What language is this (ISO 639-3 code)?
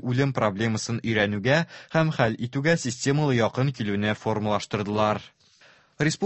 tat